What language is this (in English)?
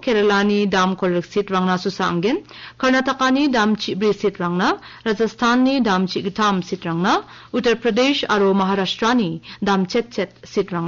Garo